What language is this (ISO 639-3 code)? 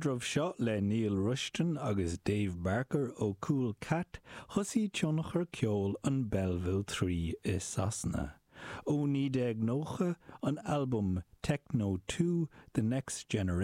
gle